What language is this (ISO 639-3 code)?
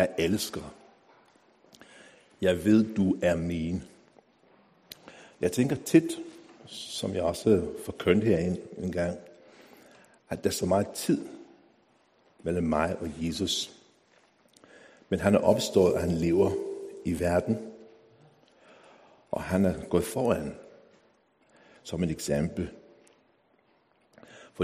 dan